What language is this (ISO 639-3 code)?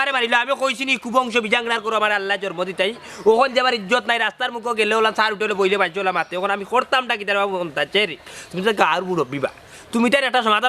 syl